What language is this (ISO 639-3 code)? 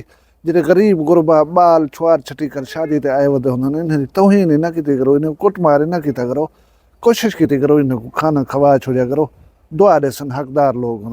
skr